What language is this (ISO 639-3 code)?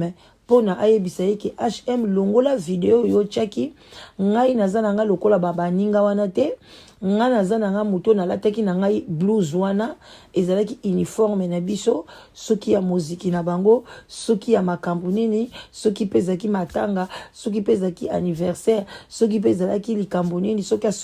lin